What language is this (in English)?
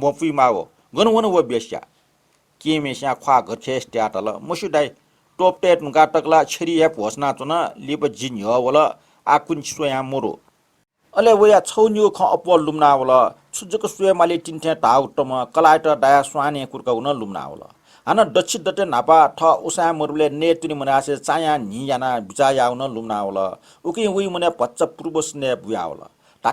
Newari